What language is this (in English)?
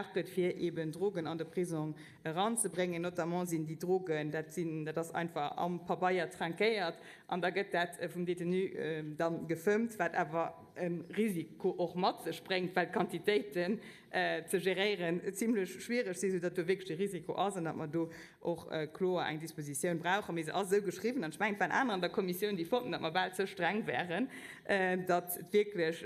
Luxembourgish